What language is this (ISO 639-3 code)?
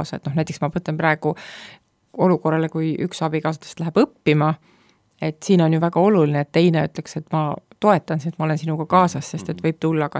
est